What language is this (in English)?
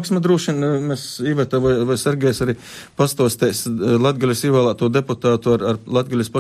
Latvian